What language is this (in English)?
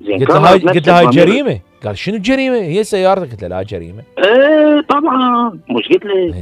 Mesopotamian Arabic